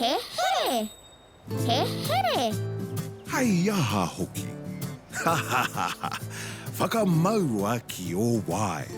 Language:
Māori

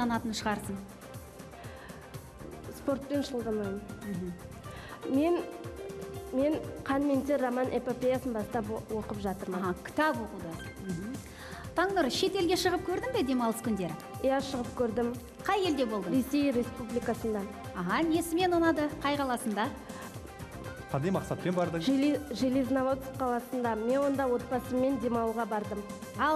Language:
Kazakh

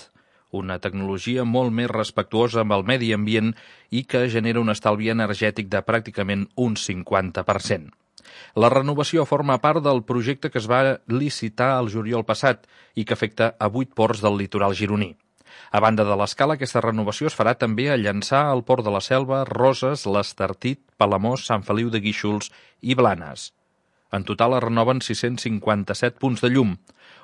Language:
Catalan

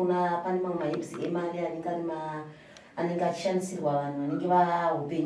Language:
Shona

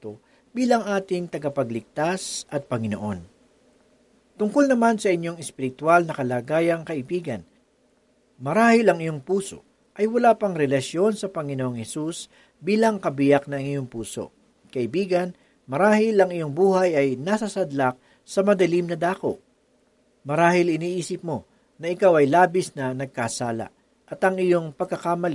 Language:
Filipino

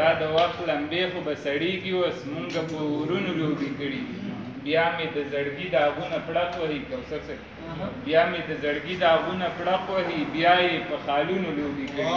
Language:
Pashto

